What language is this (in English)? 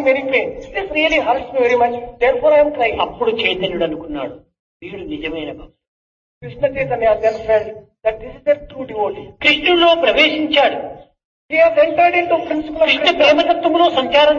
Telugu